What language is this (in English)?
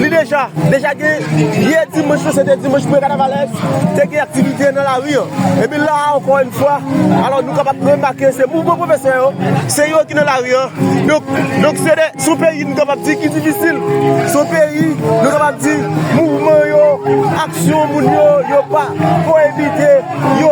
Haitian Creole